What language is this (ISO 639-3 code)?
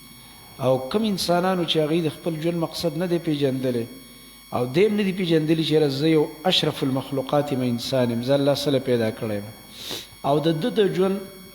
pus